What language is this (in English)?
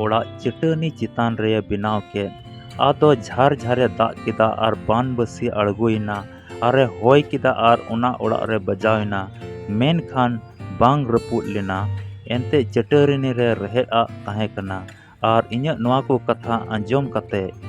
Santali